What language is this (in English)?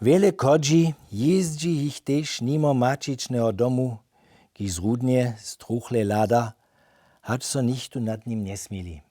Upper Sorbian